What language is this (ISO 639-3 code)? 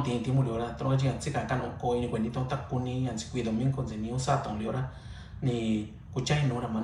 mix